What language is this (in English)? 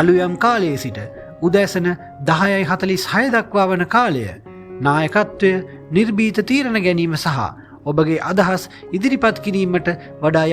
Sinhala